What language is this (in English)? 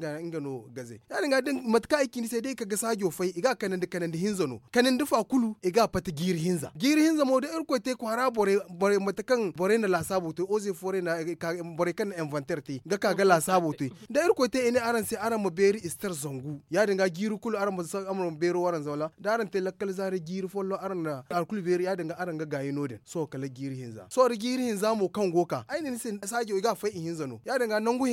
Zarma